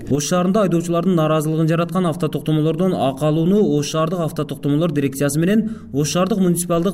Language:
Kyrgyz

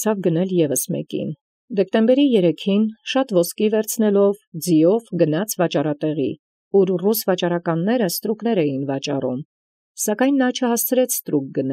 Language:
Armenian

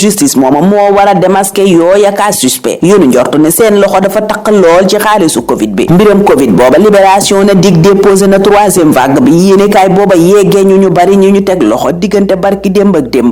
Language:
Wolof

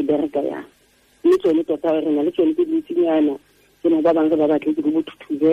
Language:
Tswana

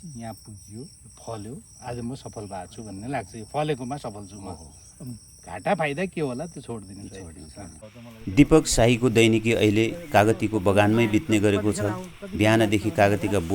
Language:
Nepali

